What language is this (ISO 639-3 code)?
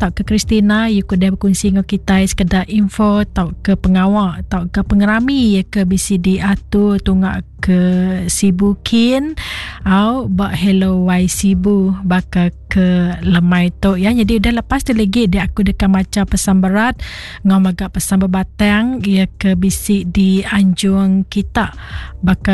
iba